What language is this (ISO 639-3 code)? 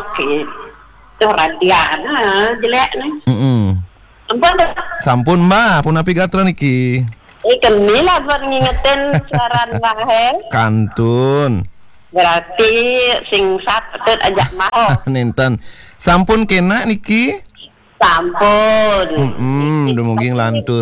ban